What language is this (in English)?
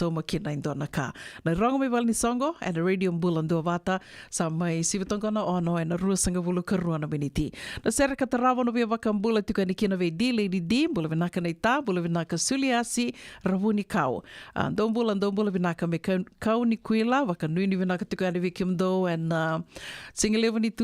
Fijian